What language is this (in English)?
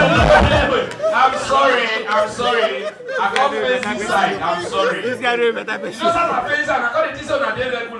Nigerian Pidgin